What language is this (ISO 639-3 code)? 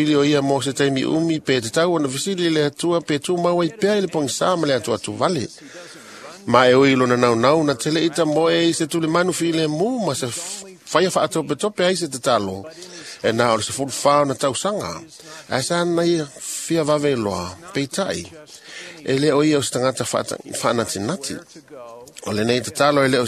smo